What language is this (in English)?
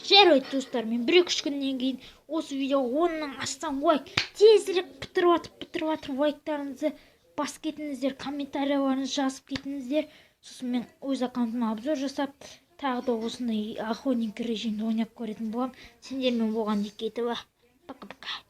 Kazakh